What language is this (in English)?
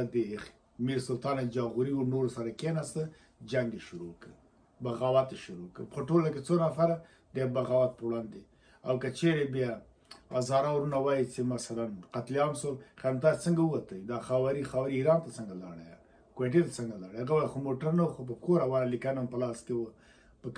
Pashto